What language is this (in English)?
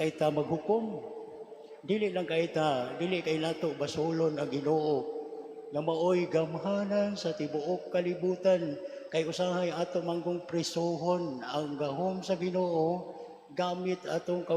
Cebuano